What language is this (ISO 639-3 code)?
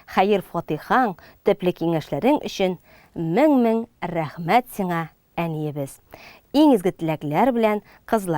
tat